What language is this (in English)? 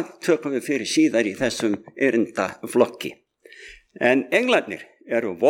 Icelandic